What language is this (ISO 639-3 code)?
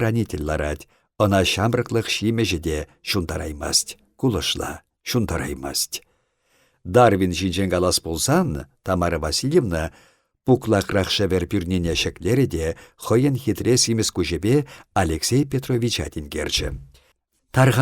chv